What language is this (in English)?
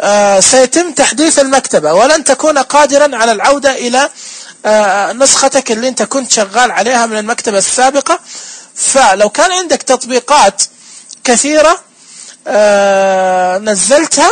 Najdi Arabic